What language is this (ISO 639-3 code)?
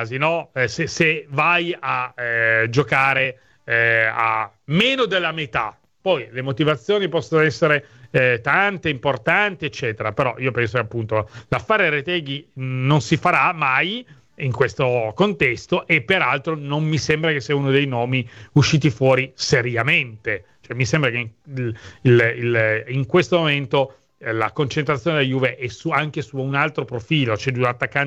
ita